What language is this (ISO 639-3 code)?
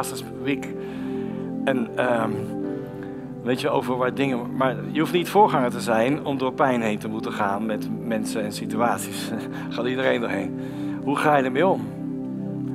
nld